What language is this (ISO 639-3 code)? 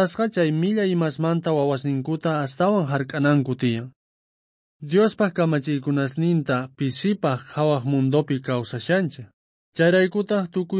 quh